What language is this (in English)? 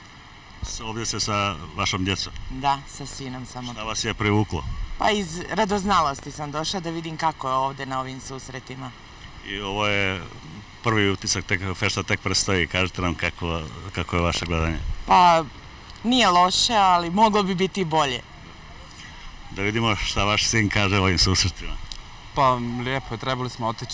Bosnian